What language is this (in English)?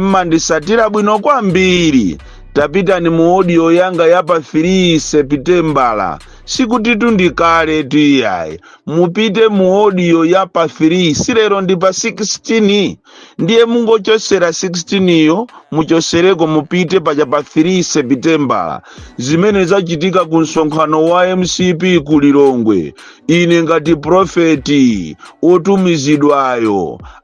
Nyanja